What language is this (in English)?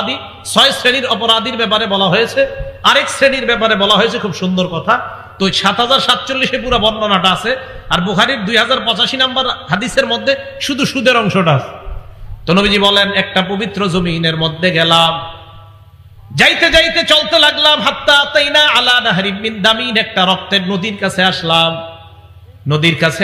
Bangla